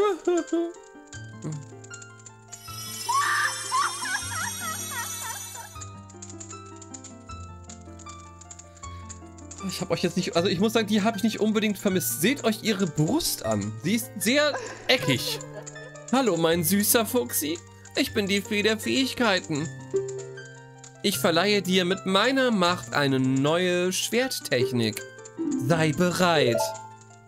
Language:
German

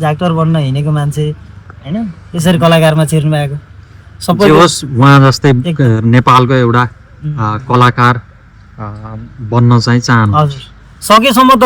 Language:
Nepali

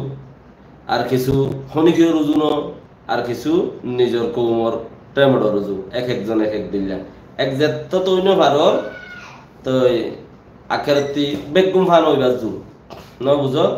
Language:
Rohingya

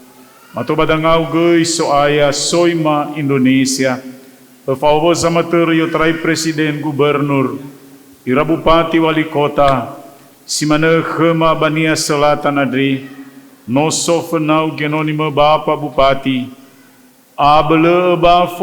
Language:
Nias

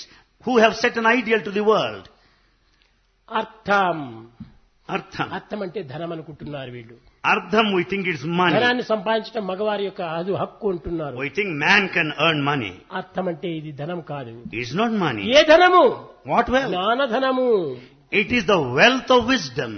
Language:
Telugu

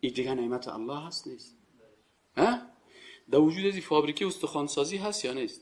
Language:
Persian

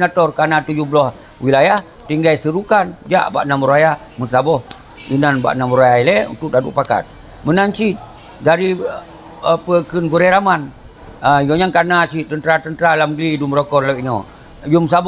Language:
Achinese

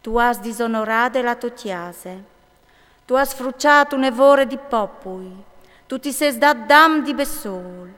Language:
Friulian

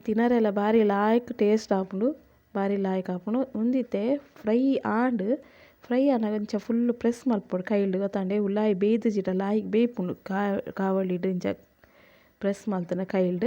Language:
Tulu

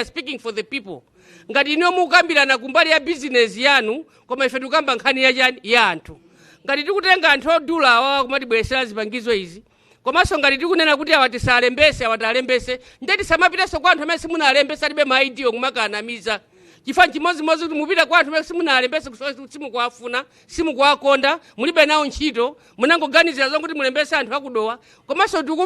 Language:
Nyanja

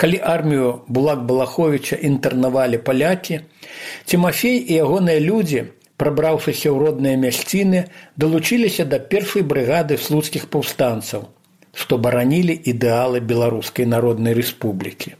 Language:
Belarusian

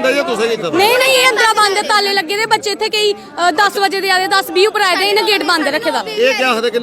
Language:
Dogri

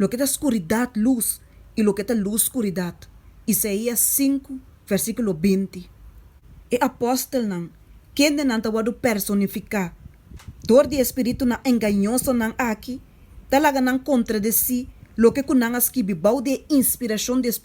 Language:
Papiamento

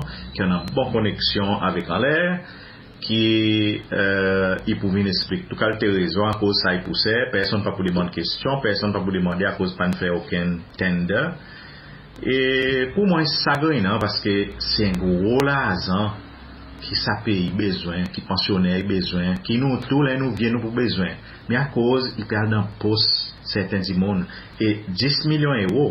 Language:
Seselwa Creole French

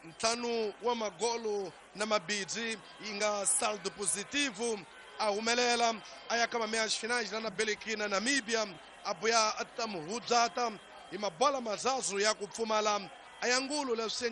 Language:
Tsonga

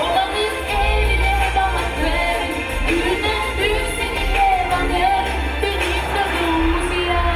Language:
Gagauz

